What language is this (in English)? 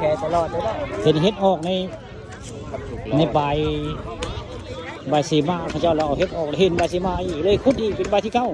Northeastern Thai